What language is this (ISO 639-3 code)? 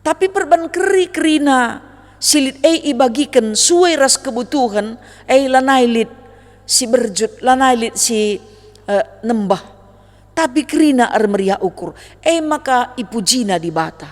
btx